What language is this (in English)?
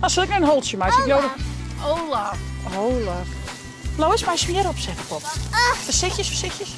Western Frisian